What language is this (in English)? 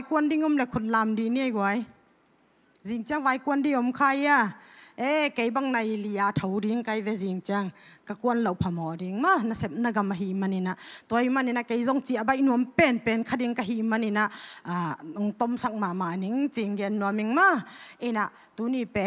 Tedim Chin